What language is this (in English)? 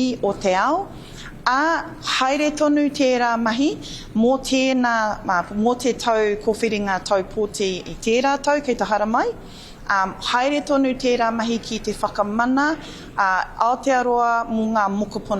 Māori